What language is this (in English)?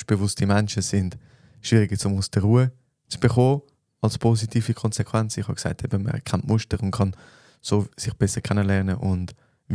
Swiss German